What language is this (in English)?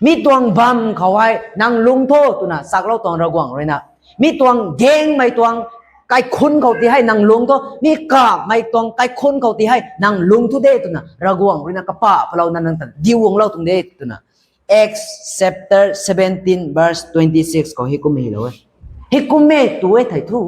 Rongmei Naga